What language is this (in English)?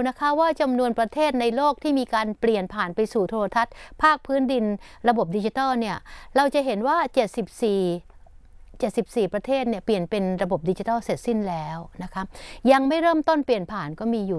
Thai